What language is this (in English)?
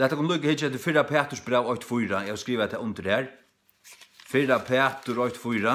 Faroese